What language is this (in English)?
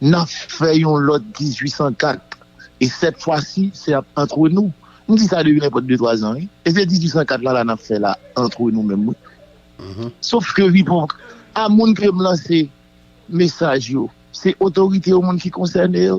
Haitian Creole